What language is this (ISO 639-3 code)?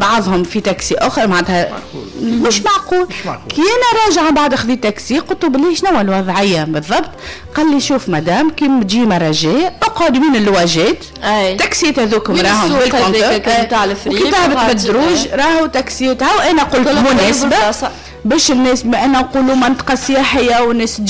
aeb